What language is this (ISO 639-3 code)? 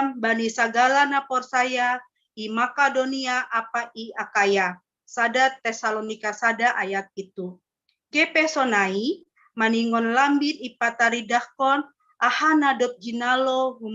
bts